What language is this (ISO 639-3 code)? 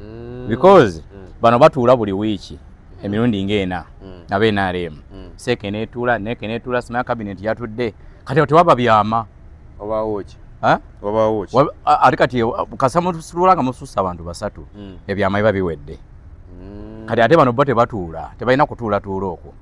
lug